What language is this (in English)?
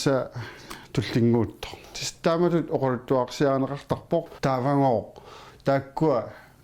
Kalaallisut